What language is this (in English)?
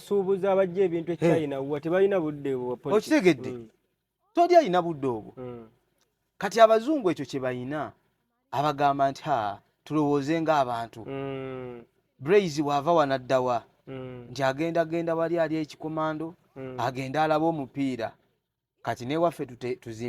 Ganda